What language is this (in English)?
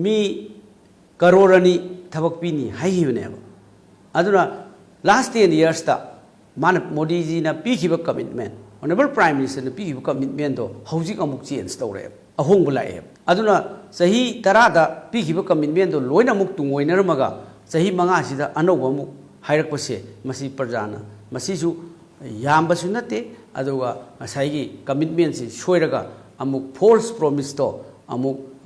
Manipuri